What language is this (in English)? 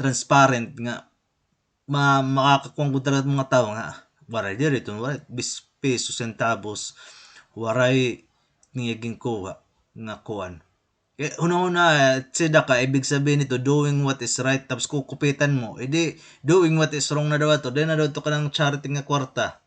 Waray